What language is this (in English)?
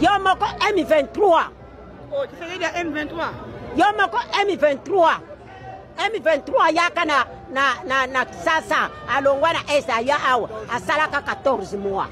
Lingala